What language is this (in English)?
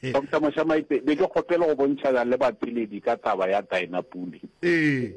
Northern Sotho